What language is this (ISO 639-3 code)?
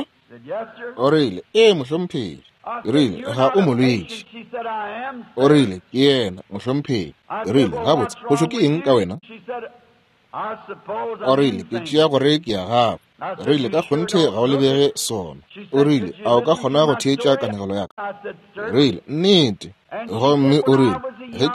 nso